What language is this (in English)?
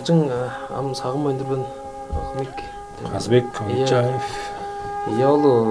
Tuvinian